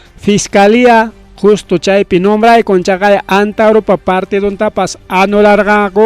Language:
Ayacucho Quechua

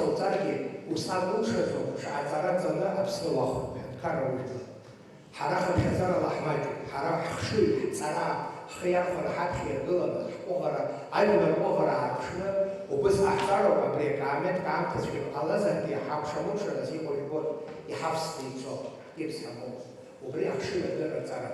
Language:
Abkhazian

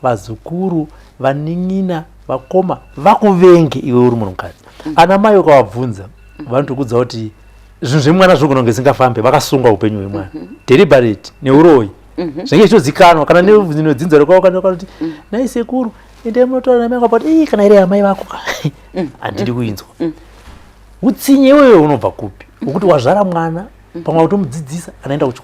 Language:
Shona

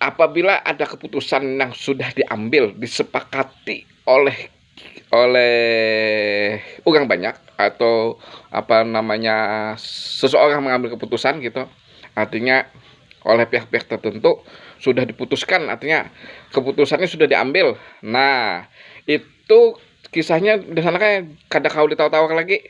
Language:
Banjar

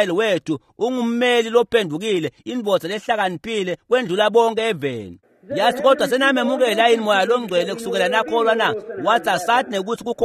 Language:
Swati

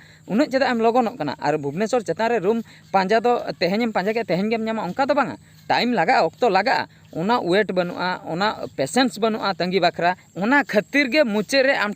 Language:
Santali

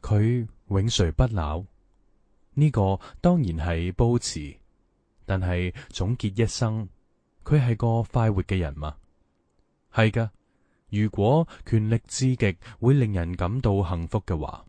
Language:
Cantonese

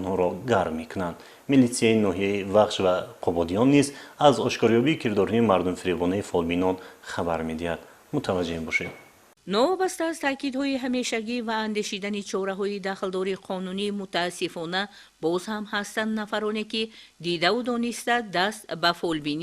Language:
Tajik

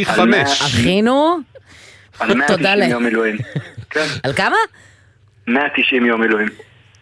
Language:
Hebrew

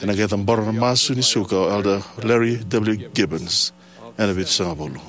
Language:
Fijian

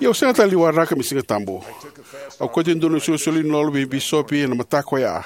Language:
Fijian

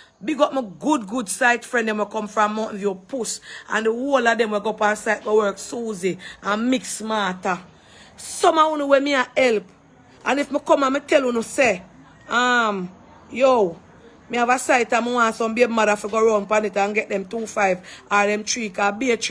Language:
Jamaican Creole English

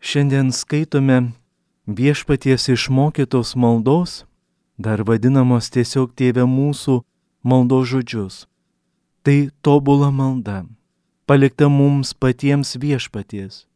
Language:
Lithuanian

